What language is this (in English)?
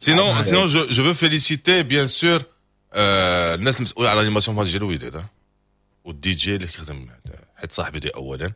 Moroccan Arabic